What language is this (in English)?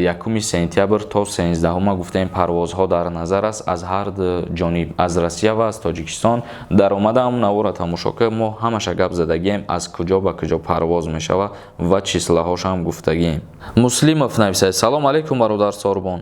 Tajik